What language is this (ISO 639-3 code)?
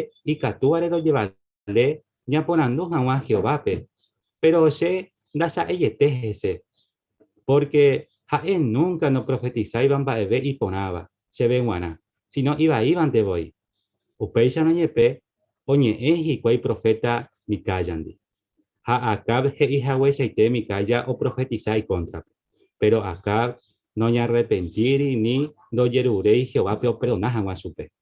grn